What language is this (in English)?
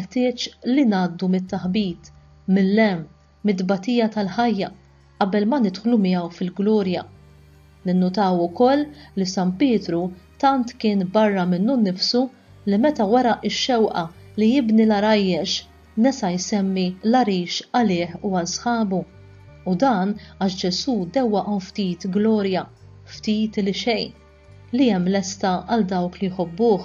Maltese